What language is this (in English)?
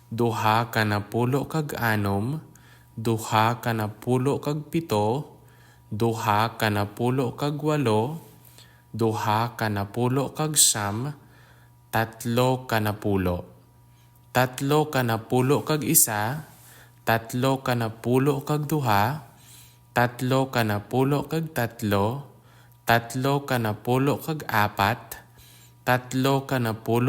Hiligaynon